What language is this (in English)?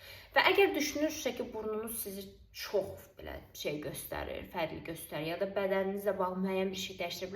Azerbaijani